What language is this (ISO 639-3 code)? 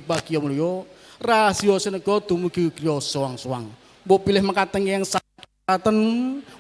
jav